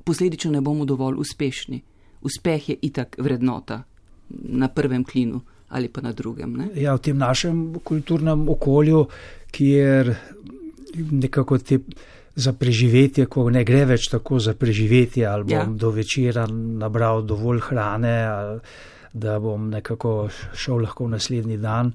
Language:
Slovenian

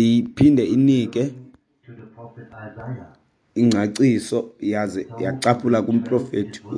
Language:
Xhosa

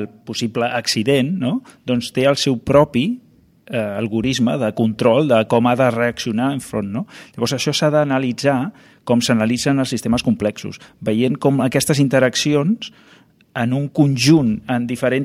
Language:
Catalan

